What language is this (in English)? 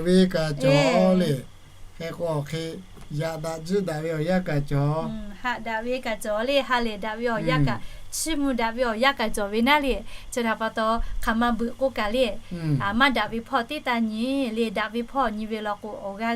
Lahu